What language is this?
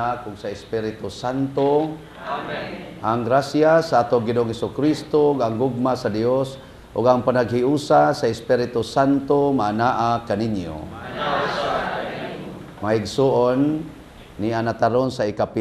Cebuano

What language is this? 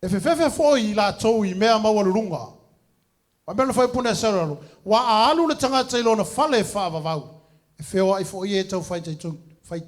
Samoan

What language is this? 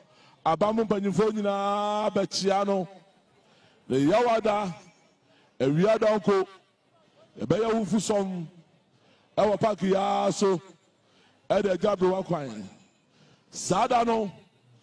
Akan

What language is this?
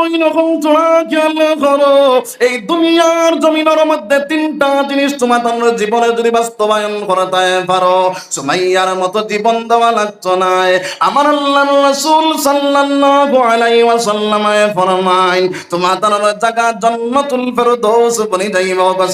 Sylheti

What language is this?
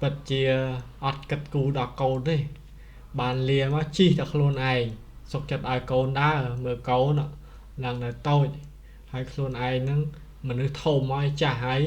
Khmer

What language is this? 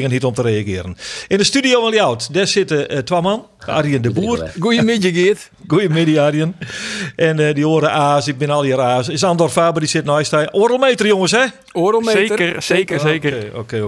Western Frisian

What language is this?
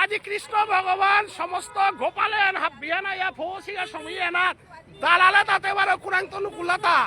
Bishnupriya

